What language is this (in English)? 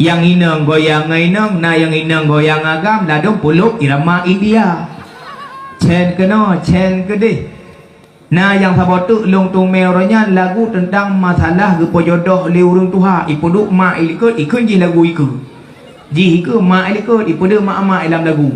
Achinese